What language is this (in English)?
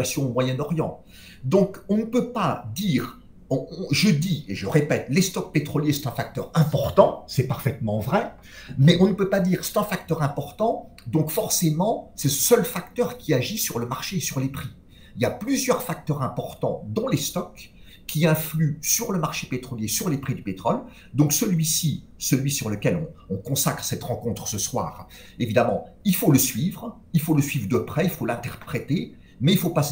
French